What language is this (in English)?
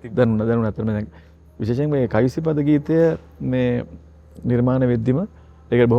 Sinhala